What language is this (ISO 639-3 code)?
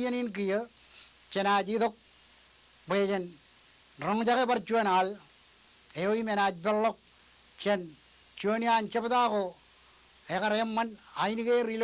mah